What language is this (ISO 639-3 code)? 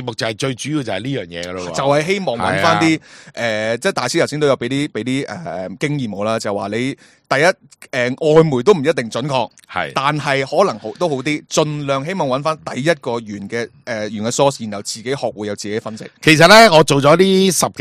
yue